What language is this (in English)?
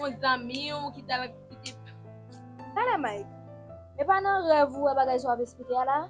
Haitian Creole